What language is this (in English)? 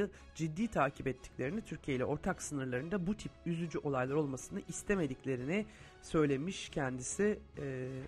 Turkish